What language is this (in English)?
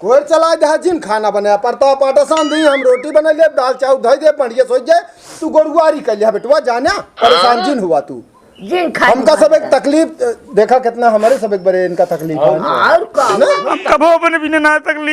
Awadhi